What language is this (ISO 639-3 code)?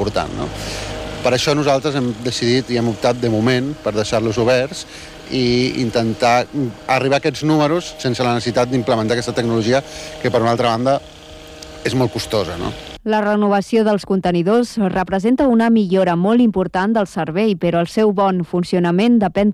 cat